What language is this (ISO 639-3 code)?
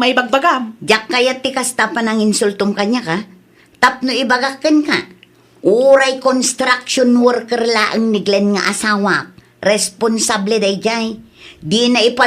ilo